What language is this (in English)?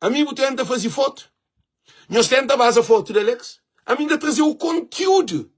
Kabuverdianu